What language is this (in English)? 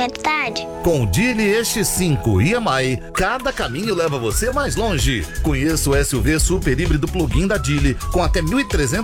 Portuguese